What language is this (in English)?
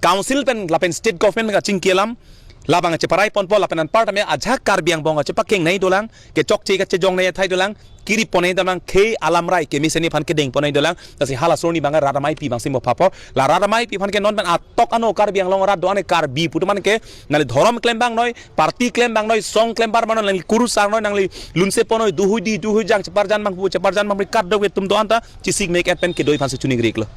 Karbi